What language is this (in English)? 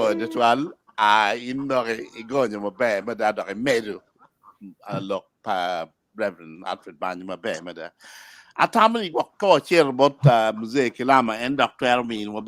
Acoli